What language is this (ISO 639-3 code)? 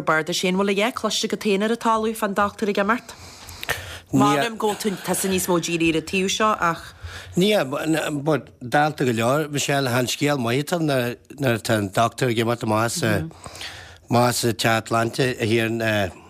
gle